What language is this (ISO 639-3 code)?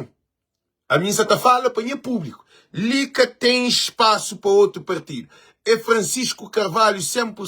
kea